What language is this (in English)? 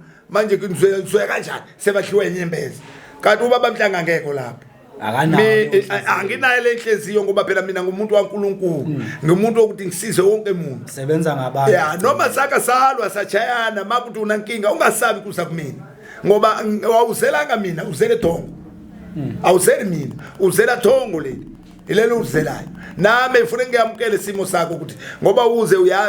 Zulu